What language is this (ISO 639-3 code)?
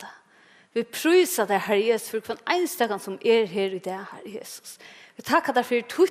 fao